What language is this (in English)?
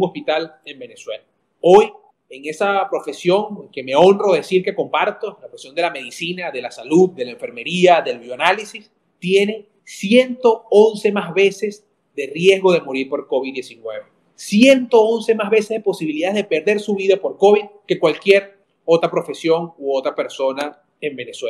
Spanish